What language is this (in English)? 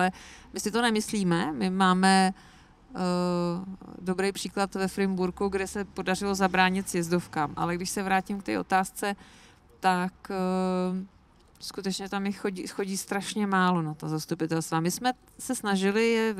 Czech